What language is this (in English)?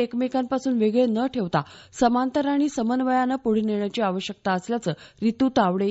Marathi